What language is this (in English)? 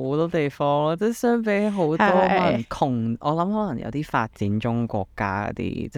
Cantonese